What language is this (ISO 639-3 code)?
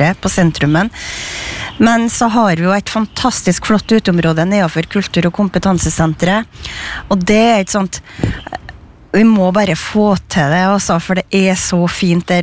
nor